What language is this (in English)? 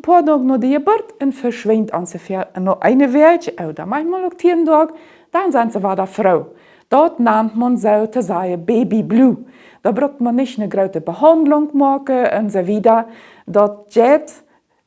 Plautdietsch